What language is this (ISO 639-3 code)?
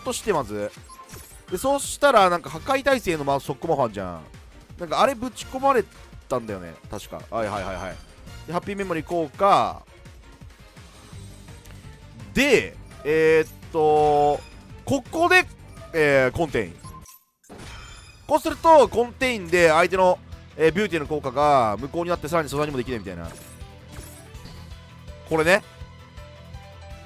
jpn